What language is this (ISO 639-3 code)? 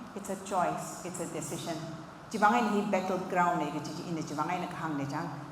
nmf